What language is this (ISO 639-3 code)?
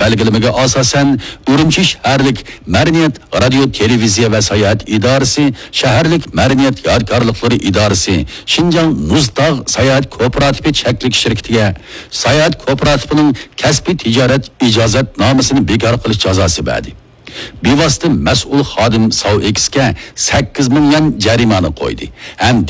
uig